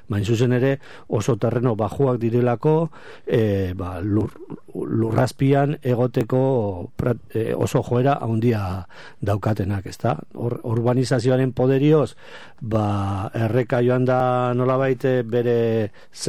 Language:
Basque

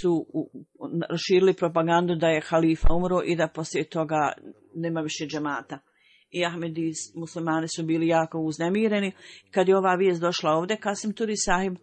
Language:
Bosnian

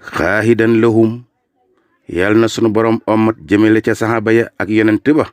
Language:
Wolof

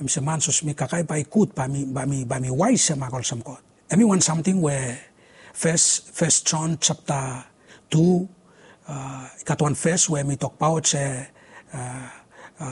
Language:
Bislama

